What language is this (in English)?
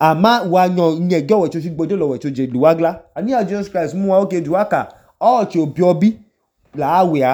Idoma